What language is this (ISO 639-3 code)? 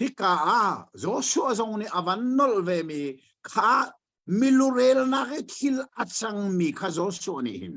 cnh